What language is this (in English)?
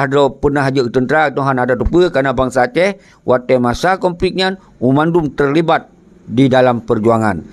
Achinese